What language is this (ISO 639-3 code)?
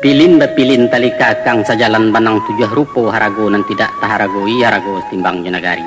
min